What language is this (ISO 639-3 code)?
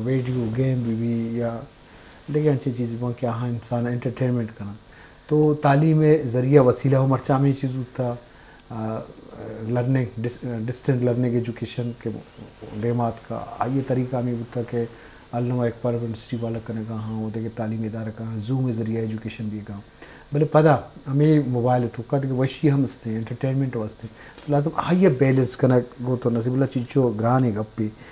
bal